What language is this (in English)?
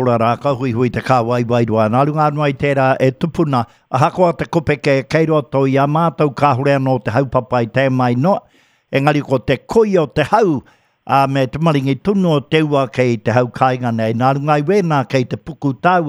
Māori